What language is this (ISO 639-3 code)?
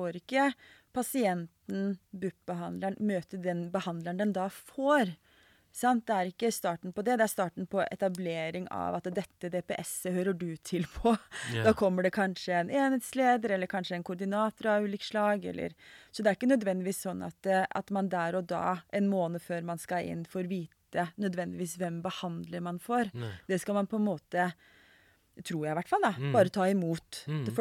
nor